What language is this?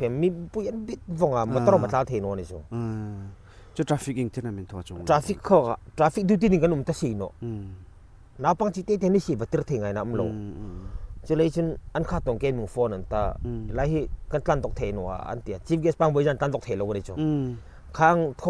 Hmar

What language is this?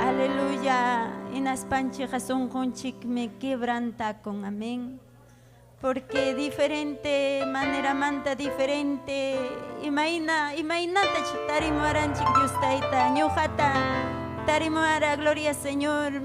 Ayacucho Quechua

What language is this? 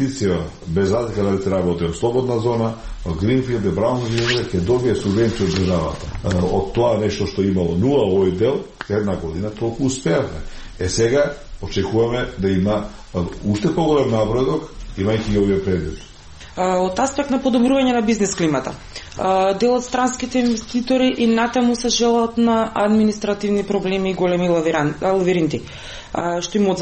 Macedonian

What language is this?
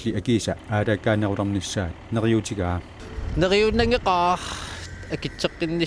Kalaallisut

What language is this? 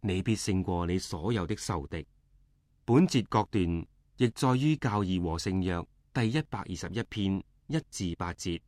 Cantonese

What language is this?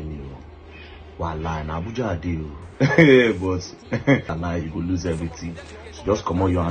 Nigerian Pidgin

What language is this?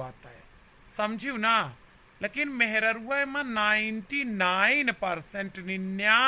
Awadhi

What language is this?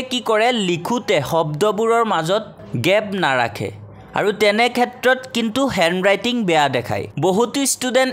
Assamese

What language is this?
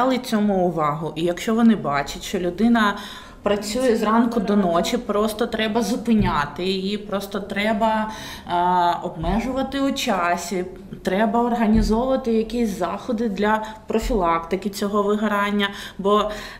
Ukrainian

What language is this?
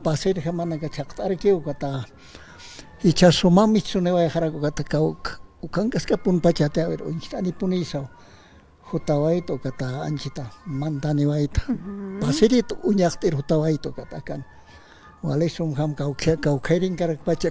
Aymara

